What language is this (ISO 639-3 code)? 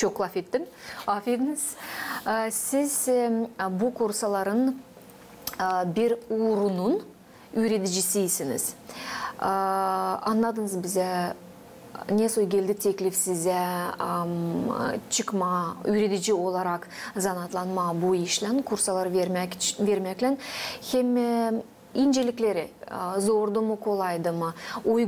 gag